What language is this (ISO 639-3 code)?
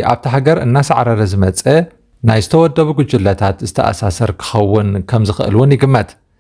tir